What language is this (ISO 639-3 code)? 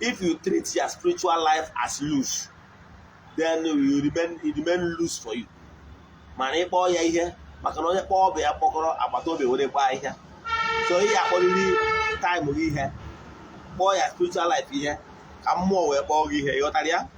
ibo